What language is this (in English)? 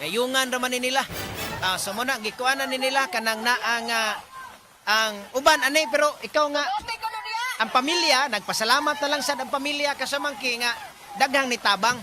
Cebuano